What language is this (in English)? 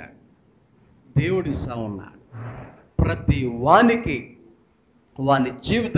Telugu